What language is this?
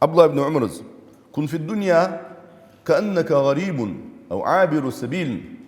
Ingush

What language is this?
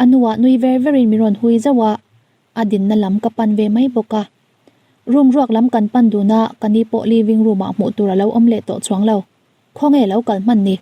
Mizo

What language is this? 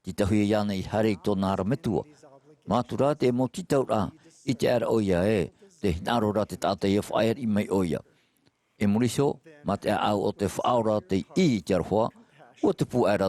Tahitian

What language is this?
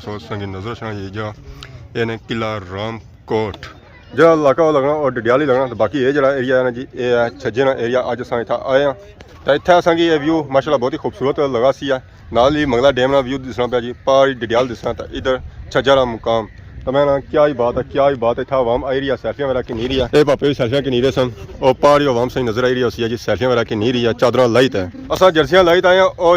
Pahari-Potwari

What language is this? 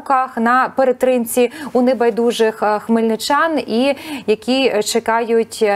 Ukrainian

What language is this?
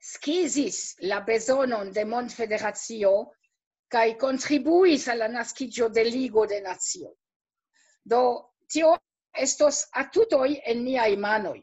Esperanto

